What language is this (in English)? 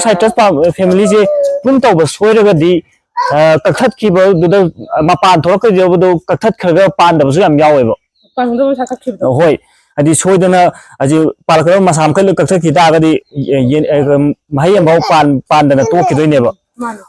Manipuri